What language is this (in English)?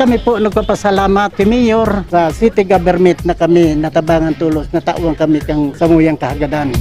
Bikol